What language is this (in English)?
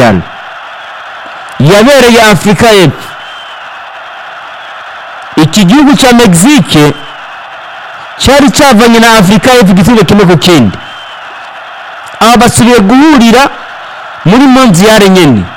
Rundi